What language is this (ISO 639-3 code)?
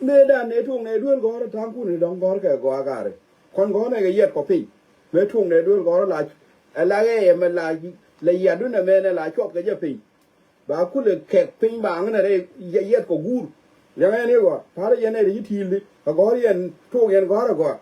nus